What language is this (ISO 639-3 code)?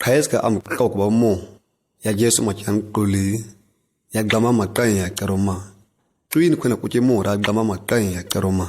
gnk